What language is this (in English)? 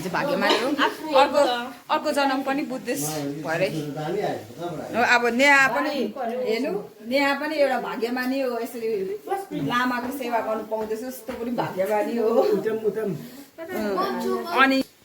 Nepali